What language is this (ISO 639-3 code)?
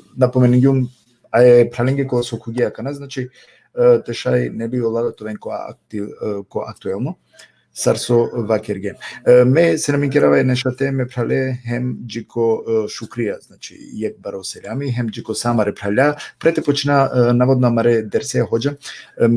rmn